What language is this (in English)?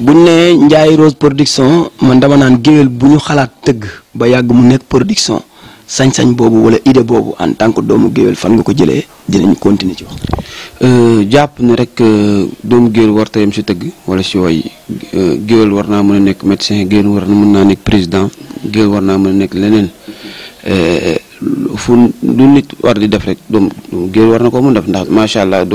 Wolof